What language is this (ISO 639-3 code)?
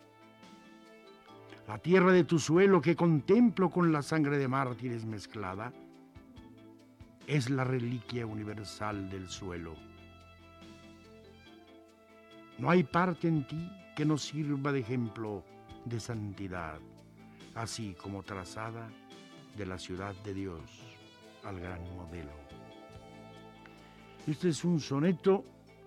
spa